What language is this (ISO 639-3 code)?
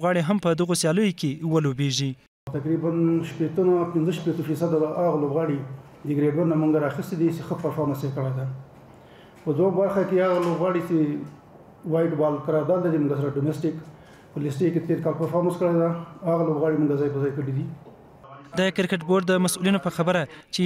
pus